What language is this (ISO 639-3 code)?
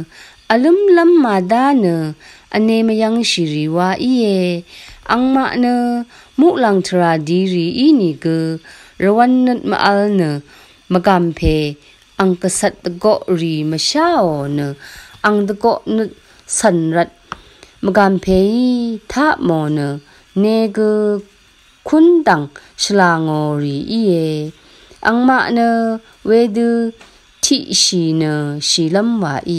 raw